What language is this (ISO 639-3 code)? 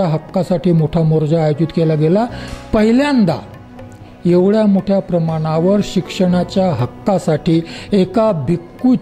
mar